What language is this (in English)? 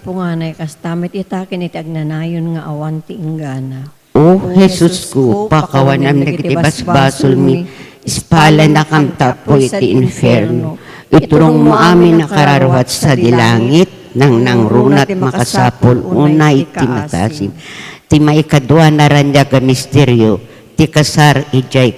Iloko